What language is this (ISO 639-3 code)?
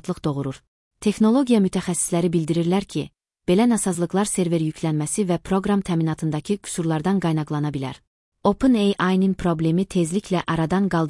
aze